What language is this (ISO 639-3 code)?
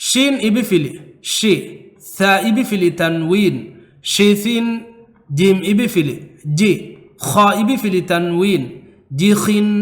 div